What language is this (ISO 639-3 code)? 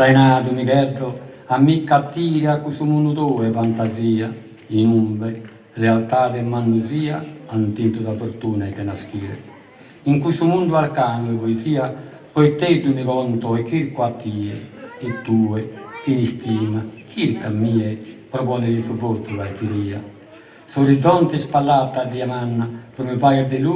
srd